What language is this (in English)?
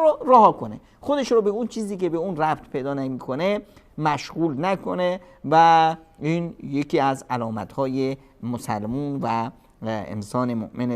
Persian